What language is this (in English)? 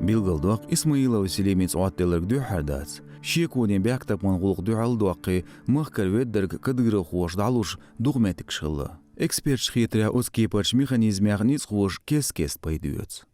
Chechen